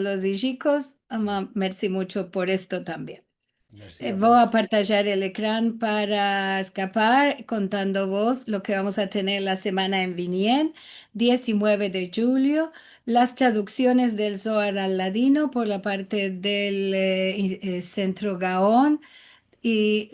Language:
Ladino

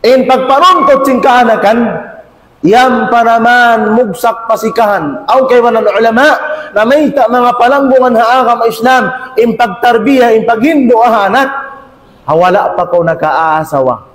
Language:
Tausug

